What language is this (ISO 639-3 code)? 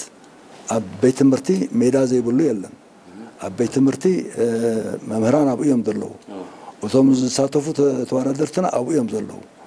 tir